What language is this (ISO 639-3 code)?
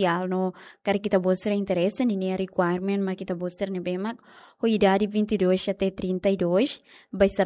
tet